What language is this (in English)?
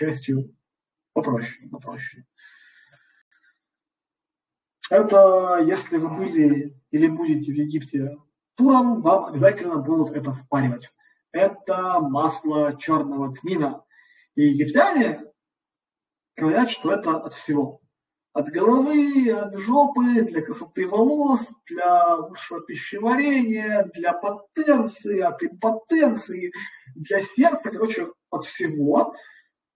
Russian